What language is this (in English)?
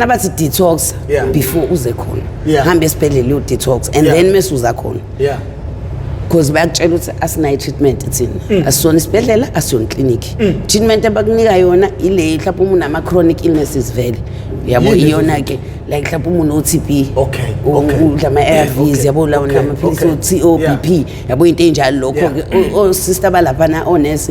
Zulu